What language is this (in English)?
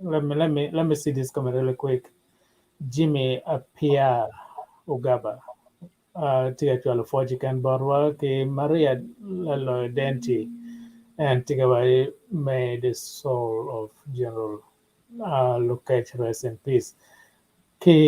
Acoli